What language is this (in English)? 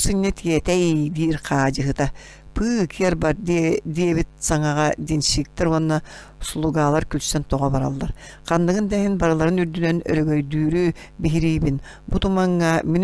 Yakut